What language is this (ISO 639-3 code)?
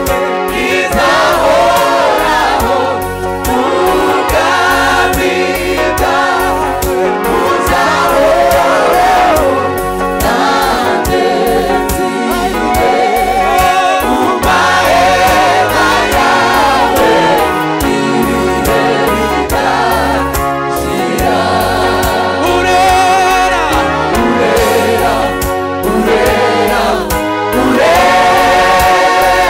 kin